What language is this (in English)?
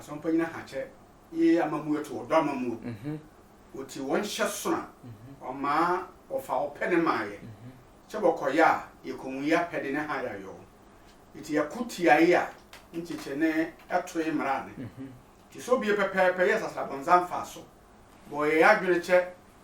Sehwi